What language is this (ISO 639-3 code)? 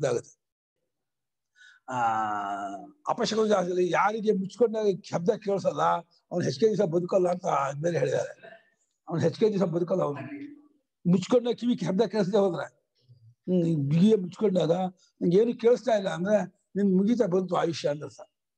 kan